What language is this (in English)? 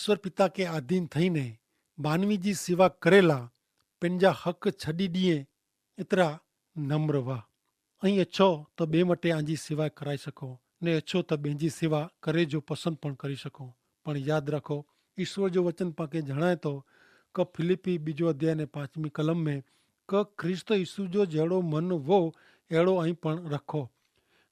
Kachhi